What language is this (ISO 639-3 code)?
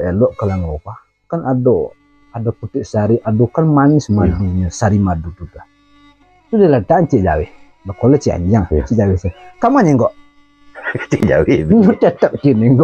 min